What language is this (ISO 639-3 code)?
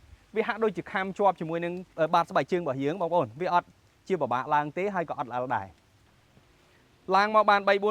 khm